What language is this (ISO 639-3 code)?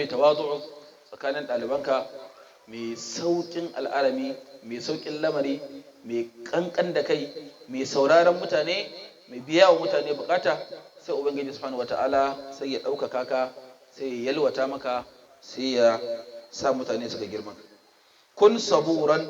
hau